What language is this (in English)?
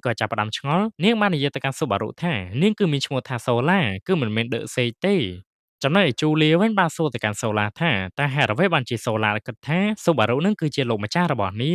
Khmer